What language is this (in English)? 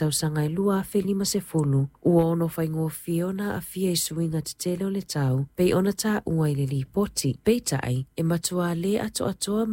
Samoan